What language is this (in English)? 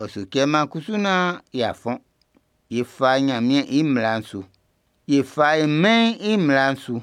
Baoulé